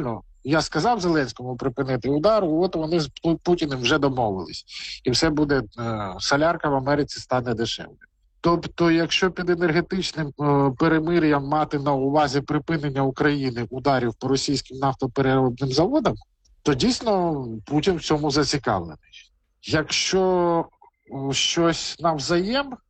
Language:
Ukrainian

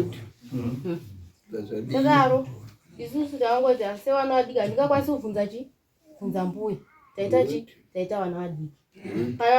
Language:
Shona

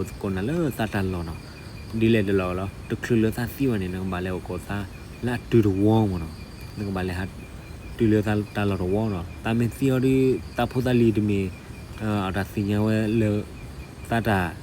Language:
S'gaw Karen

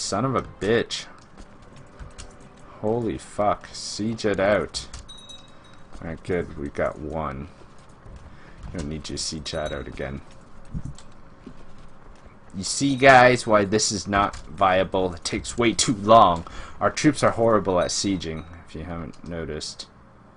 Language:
English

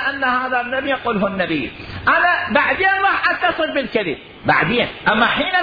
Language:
Mesopotamian Arabic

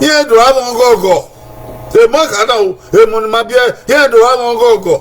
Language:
Bini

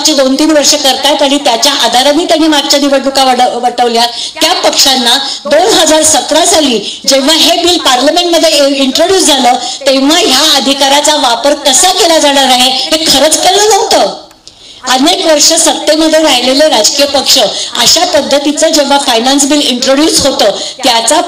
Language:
Marathi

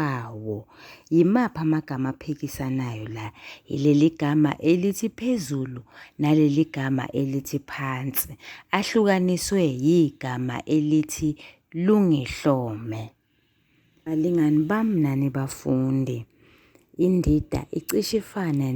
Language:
Zulu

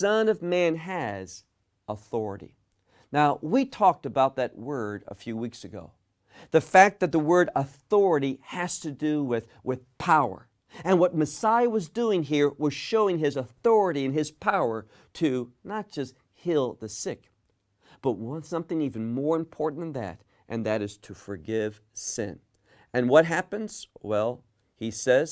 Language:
English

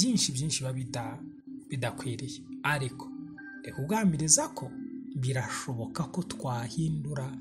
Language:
Kinyarwanda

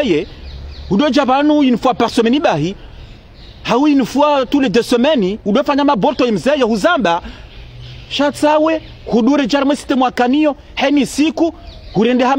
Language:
Ngazidja Comorian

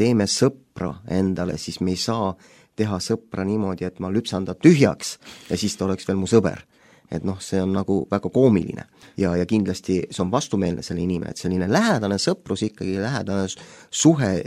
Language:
Estonian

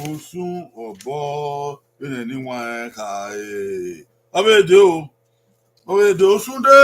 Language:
Bini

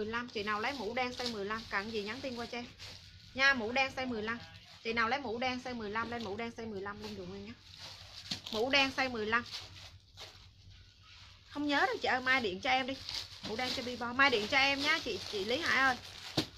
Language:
Vietnamese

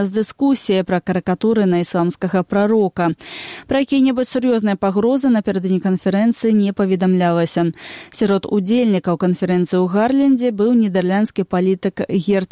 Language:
Belarusian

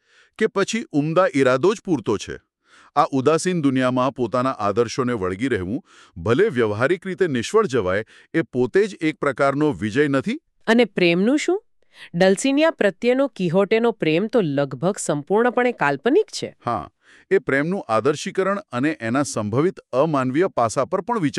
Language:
Gujarati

